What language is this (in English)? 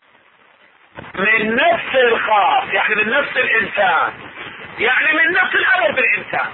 Arabic